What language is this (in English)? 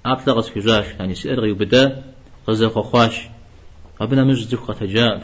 Kabardian